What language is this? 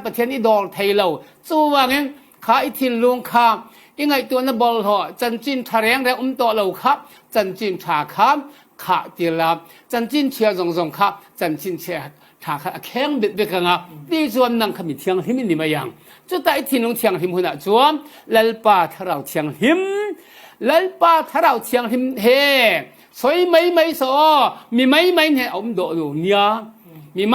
Falam Chin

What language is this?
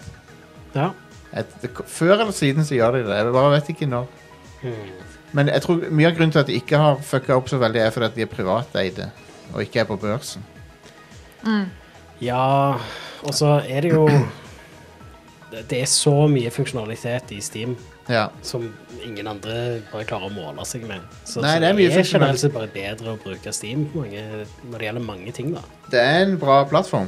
Norwegian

